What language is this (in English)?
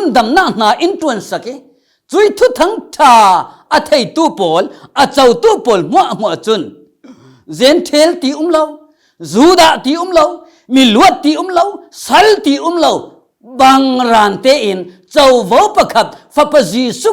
Falam Chin